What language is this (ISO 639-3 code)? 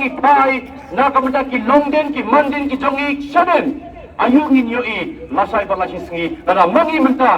kha